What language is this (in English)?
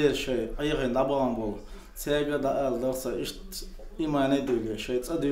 Chechen